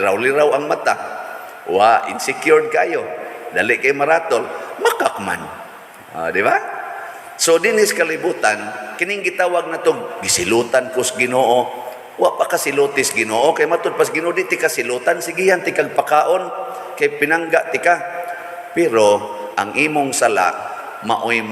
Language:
Cebuano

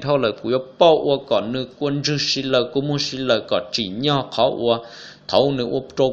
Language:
Hmong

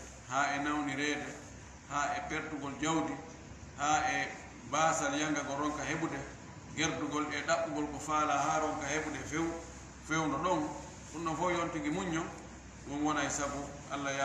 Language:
Fula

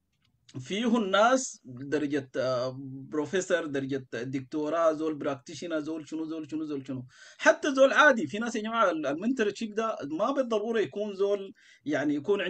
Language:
Sudanese Arabic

